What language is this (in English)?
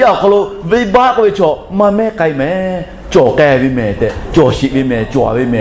Lahu